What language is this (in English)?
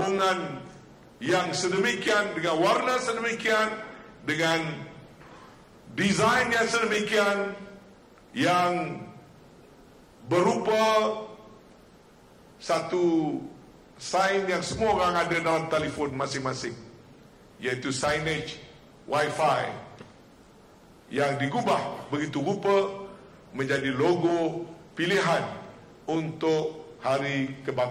Malay